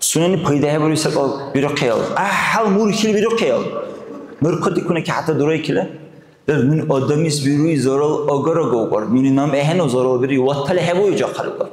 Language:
Dargwa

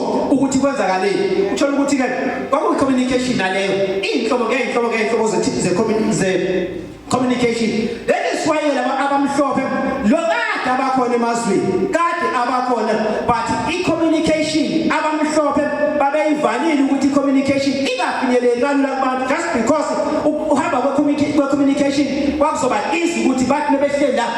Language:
Zulu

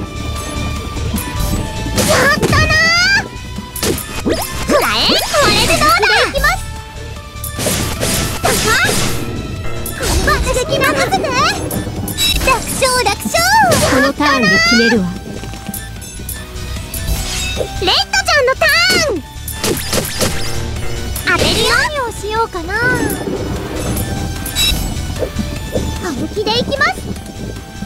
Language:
Japanese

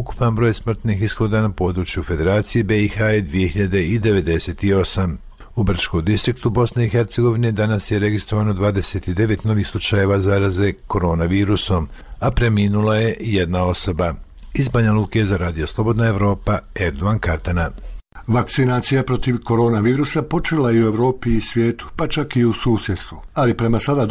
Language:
Bosnian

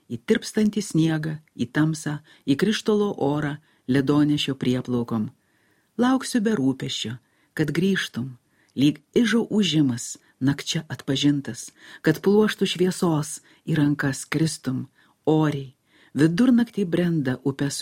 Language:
Lithuanian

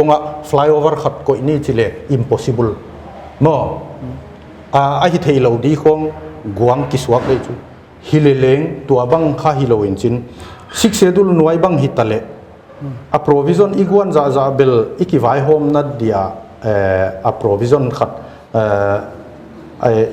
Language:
Paite Chin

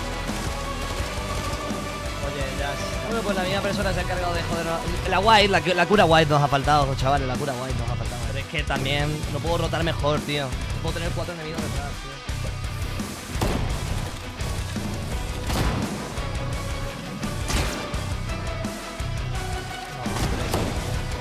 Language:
Spanish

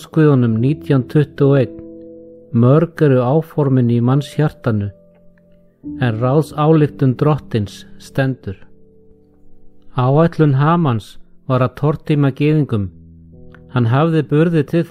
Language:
Icelandic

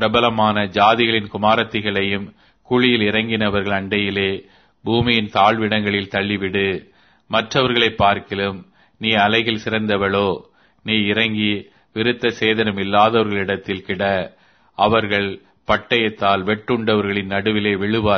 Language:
Tamil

